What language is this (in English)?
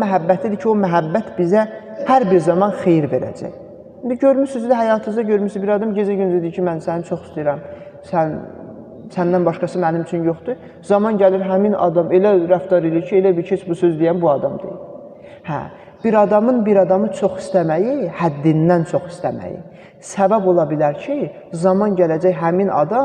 Azerbaijani